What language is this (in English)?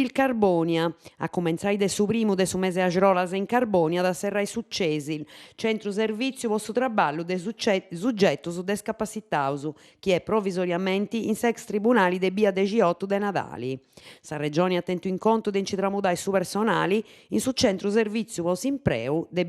Sardinian